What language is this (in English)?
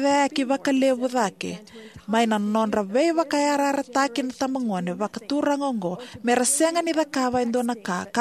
Fijian